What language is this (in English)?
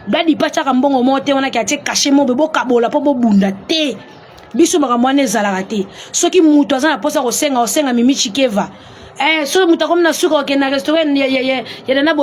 Lingala